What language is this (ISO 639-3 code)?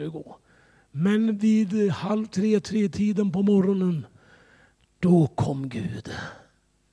swe